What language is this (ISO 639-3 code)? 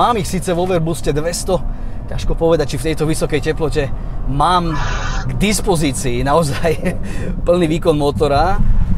slk